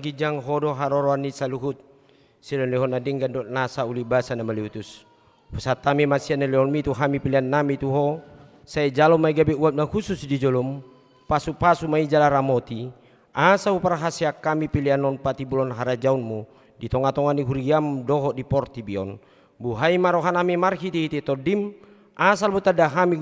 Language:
Batak Toba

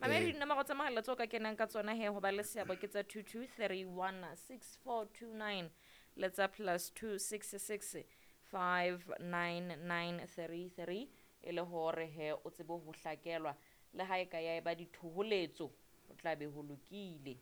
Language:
Southern Sotho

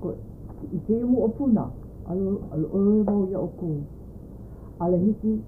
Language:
Hawaiian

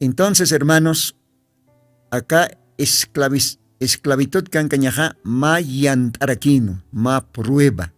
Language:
Aymara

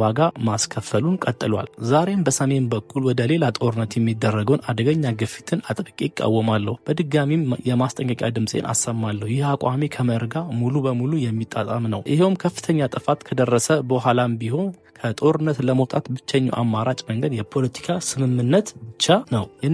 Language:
Amharic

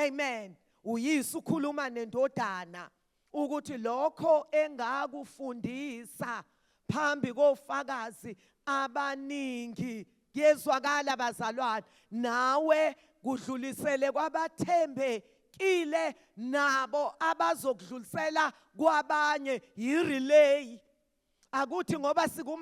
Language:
Zulu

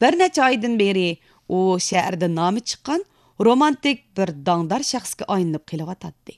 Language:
Uyghur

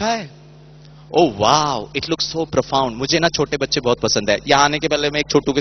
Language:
Hindi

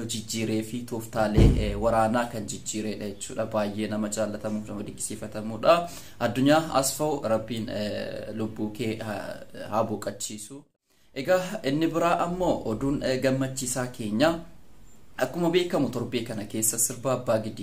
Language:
Oromo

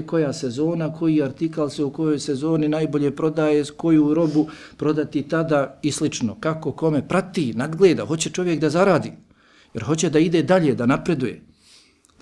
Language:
Bosnian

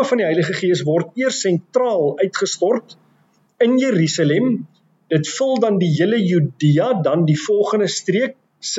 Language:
Afrikaans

